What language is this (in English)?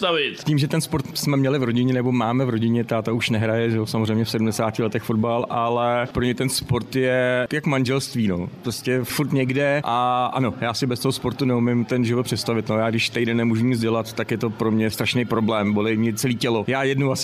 Czech